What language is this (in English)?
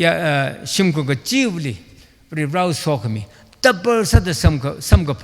Tangkhul Naga (India)